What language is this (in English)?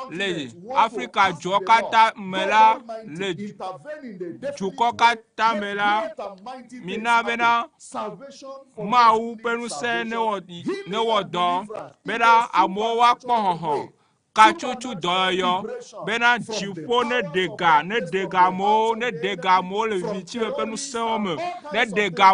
Ewe